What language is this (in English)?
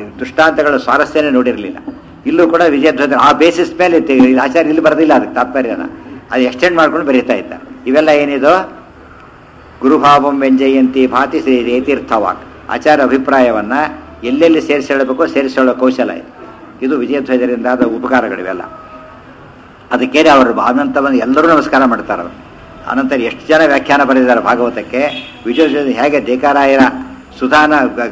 Kannada